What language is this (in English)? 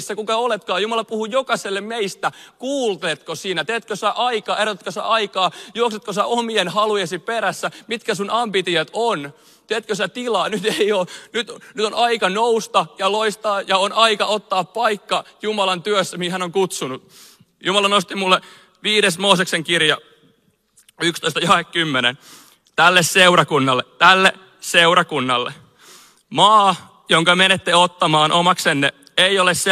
Finnish